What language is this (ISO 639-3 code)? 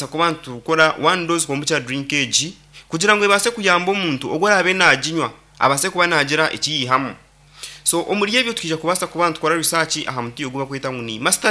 nyn